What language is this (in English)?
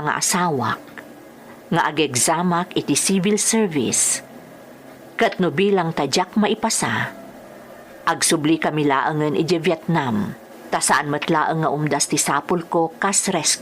Iloko